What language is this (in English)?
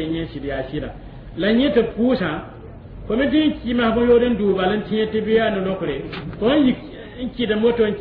Mossi